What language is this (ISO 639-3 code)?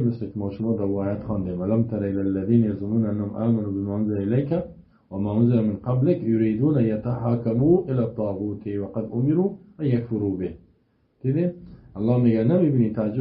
fas